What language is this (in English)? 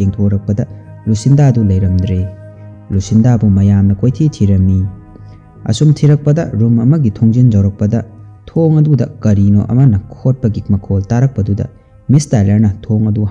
Manipuri